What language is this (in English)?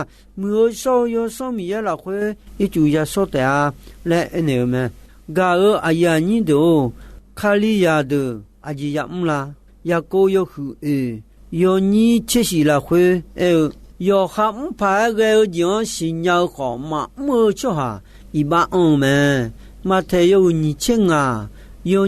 Akha